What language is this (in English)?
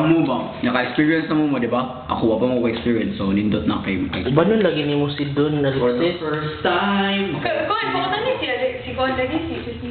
Cebuano